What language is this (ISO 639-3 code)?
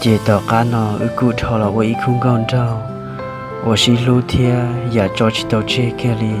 hmn